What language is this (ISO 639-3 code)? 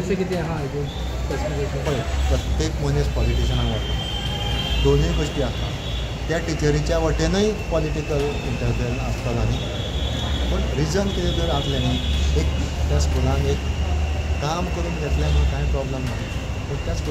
kok